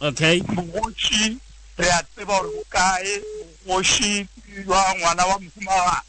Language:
Northern Sotho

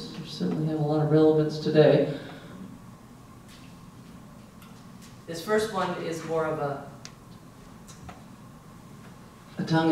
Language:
English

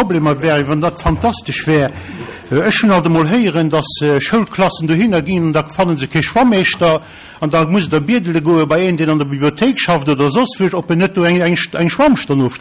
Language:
Luxembourgish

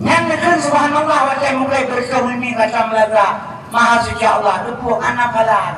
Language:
Achinese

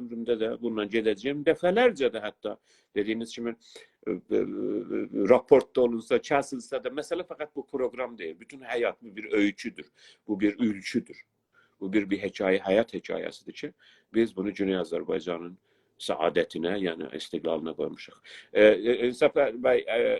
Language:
South Azerbaijani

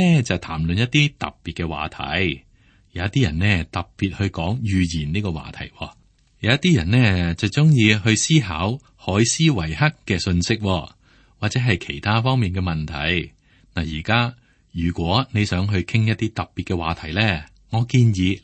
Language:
Cantonese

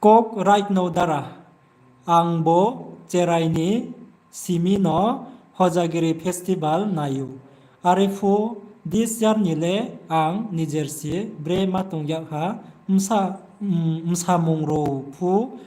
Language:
Riang (India)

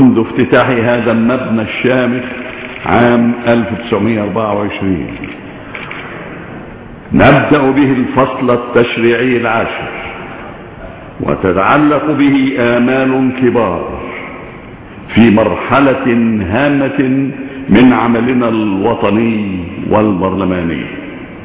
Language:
Arabic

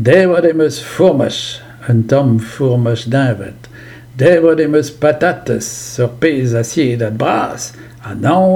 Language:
Breton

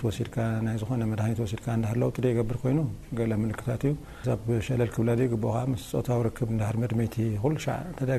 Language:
Tigrinya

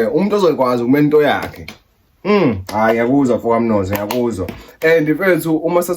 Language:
Zulu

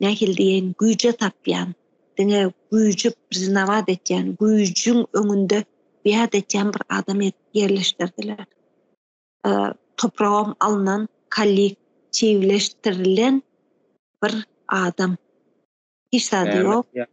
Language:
Turkmen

